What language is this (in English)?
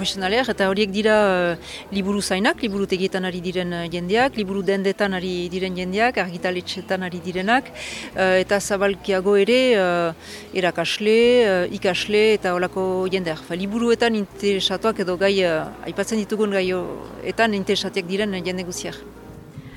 Basque